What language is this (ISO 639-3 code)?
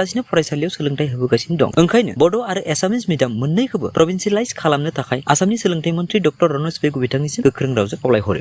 brx